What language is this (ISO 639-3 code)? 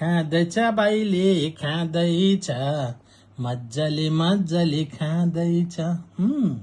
nep